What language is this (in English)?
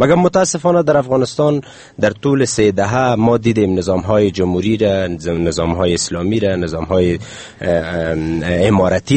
Persian